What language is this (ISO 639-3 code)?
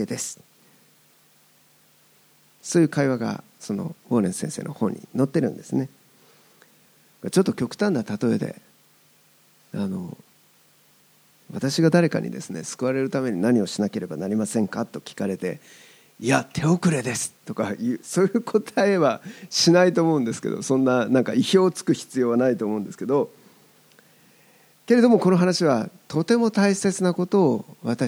jpn